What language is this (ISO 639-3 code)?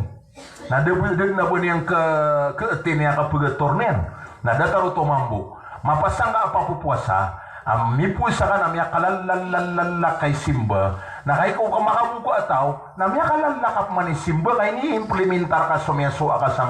mrw